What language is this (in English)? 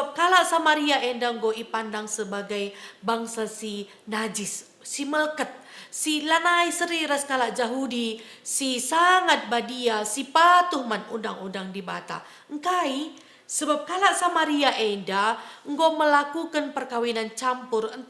Batak Karo